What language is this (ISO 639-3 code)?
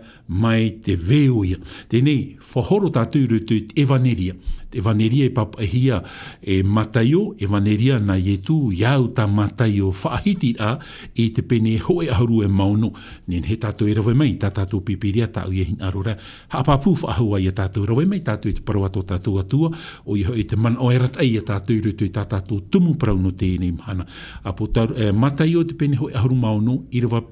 tah